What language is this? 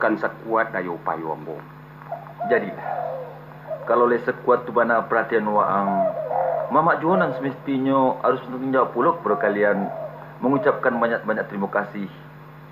Minangkabau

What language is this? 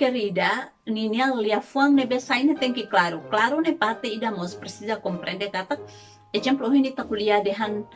Tetum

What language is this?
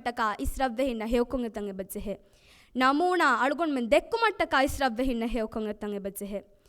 Divehi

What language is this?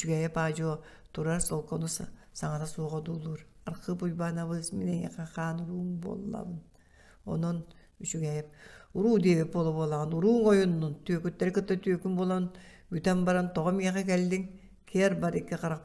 Yakut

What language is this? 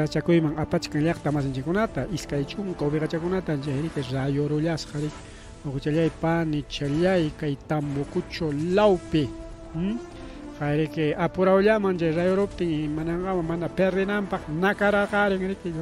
Ayacucho Quechua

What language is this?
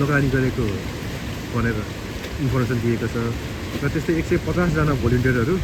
Nepali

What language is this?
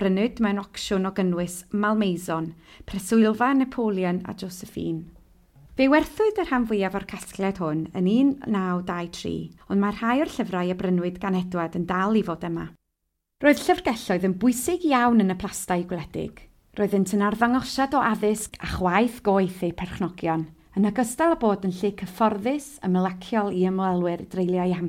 Welsh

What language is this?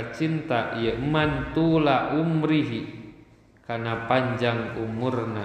Sundanese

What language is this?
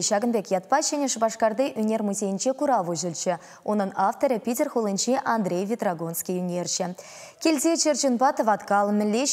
Chuvash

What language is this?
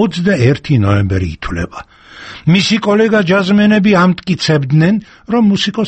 Georgian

